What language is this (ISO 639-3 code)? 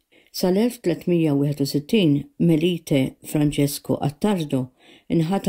mlt